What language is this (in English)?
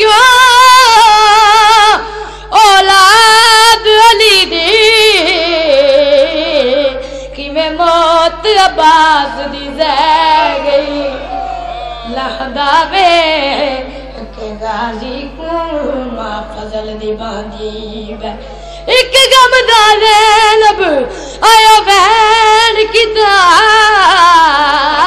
Urdu